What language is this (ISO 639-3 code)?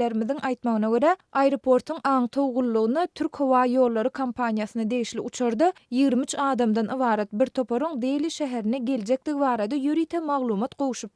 tuk